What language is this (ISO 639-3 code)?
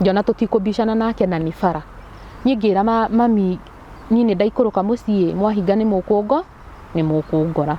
kik